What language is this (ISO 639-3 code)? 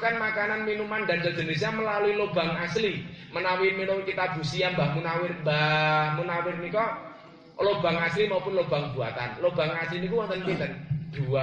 jav